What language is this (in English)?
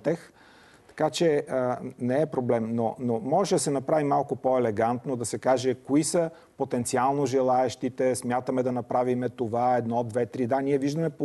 Bulgarian